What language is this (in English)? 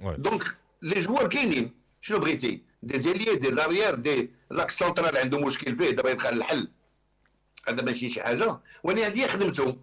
Moroccan Arabic